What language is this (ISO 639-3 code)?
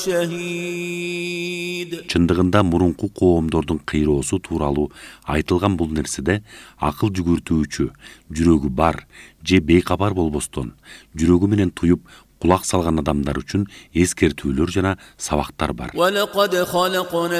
kir